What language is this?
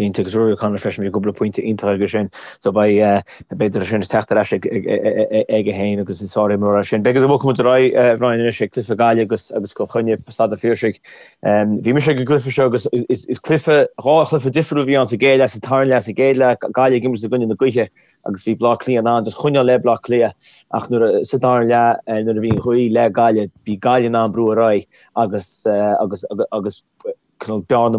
Irish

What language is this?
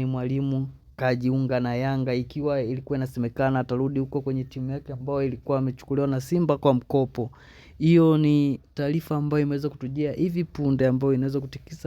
Swahili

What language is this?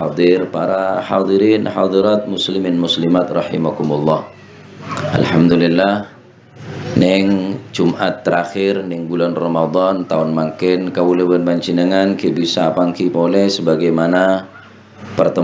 Madurese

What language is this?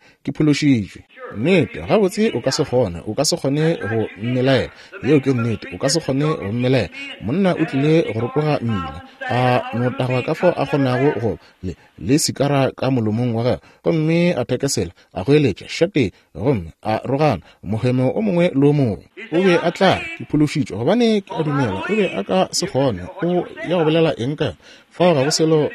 Northern Sotho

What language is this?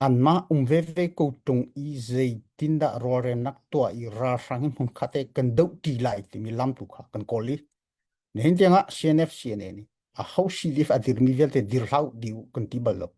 Hakha Chin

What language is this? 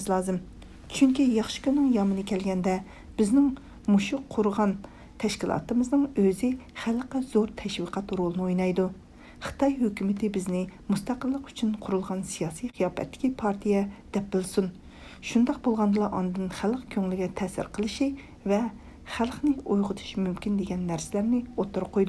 Uyghur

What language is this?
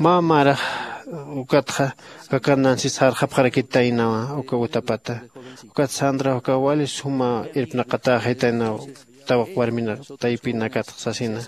Aymara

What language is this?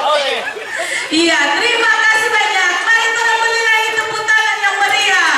Manado Malay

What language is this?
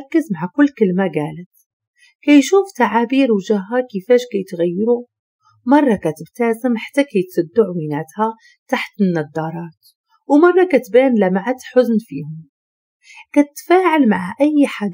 Moroccan Arabic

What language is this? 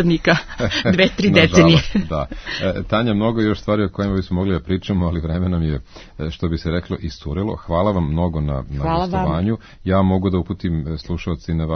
Serbian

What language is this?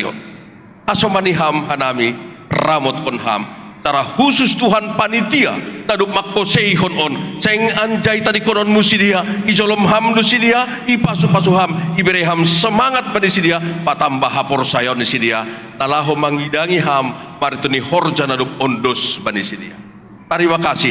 Batak Simalungun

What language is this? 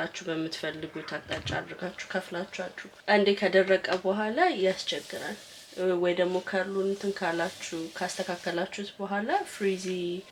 Amharic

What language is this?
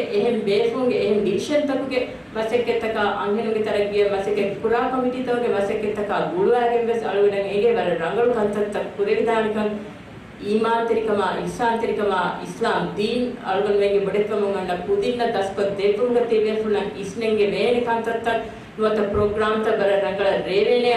Divehi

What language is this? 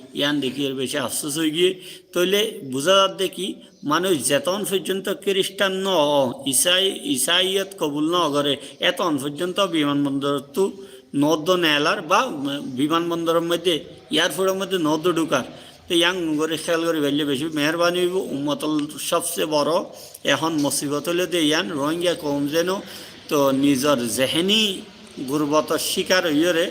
Rohingya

